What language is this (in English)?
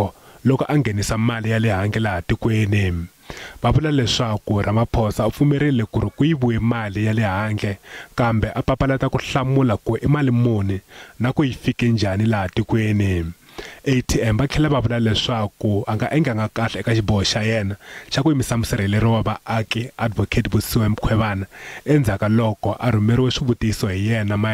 Tsonga